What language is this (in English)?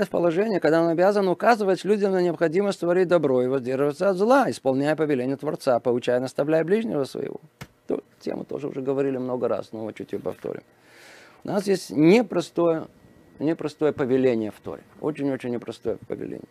Russian